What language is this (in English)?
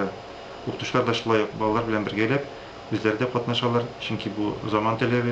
Tatar